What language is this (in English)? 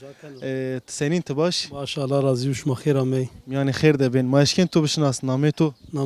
Kurdish